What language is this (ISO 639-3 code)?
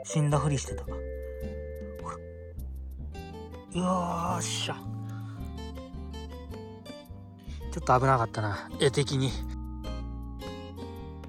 jpn